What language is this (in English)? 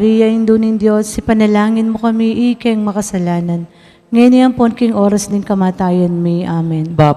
Pampanga